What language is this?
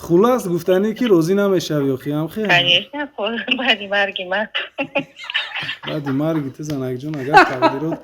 Tajik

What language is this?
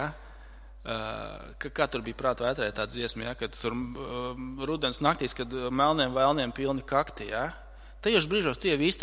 Latvian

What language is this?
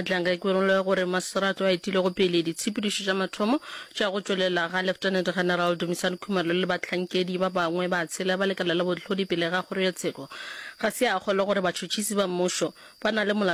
Northern Sotho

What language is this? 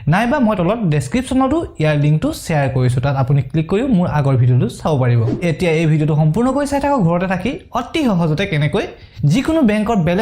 Assamese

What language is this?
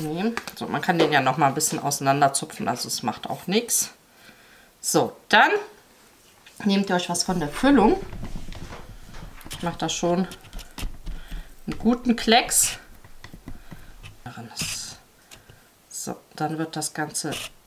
German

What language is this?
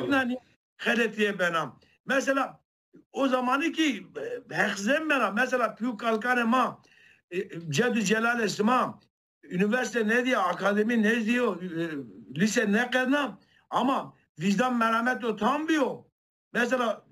Zaza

